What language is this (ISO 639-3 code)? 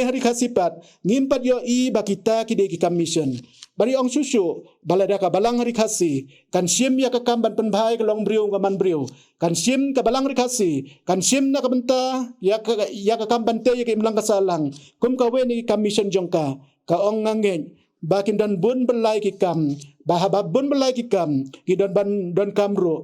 kha